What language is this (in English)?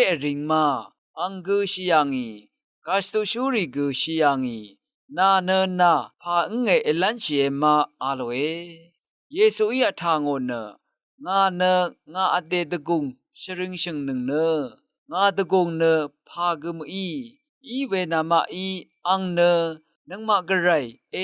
Rawang